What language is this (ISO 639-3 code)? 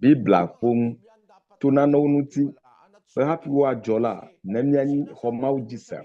ewe